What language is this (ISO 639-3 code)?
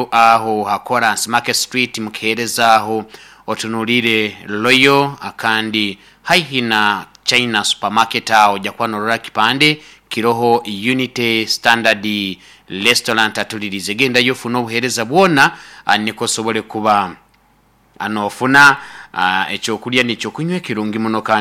nyo